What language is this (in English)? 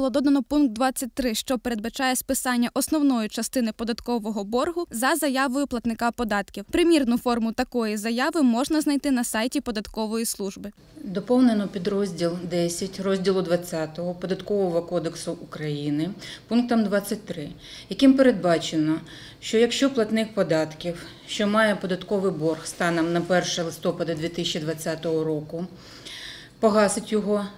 Ukrainian